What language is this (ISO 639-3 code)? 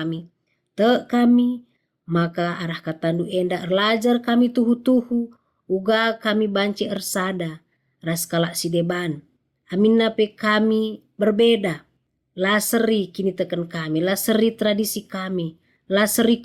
btx